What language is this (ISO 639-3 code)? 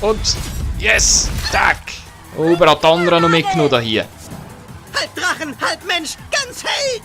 gsw